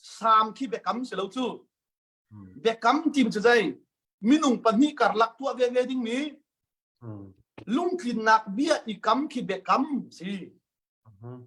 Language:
Hakha Chin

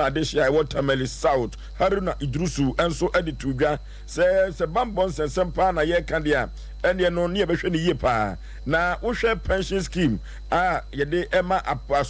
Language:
Akan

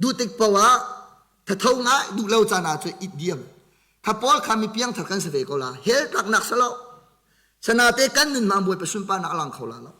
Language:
Hakha Chin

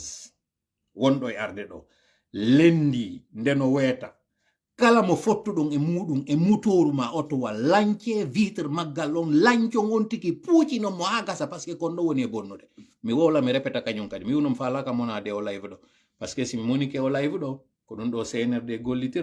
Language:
Fula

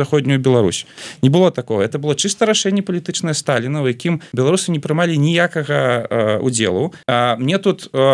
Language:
Belarusian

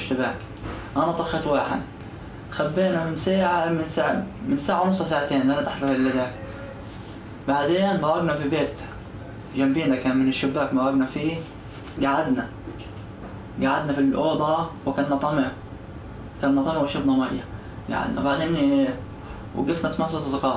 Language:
Hebrew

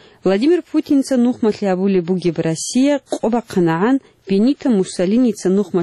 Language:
Avaric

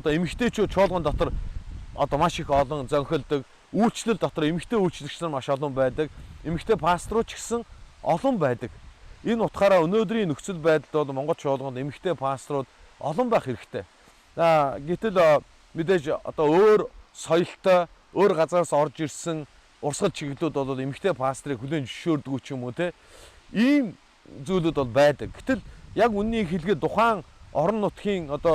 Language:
Mongolian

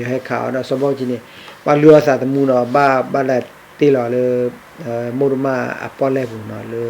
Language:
S'gaw Karen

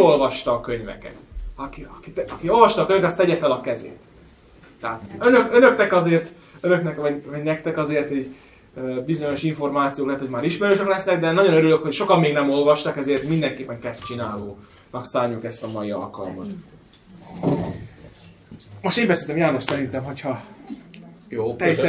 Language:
Hungarian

